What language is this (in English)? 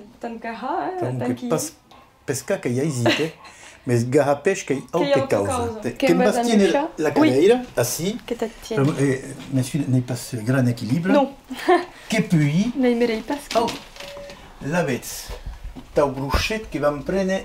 Occitan